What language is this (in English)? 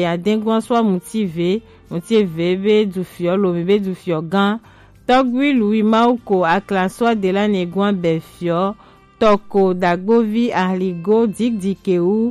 Gen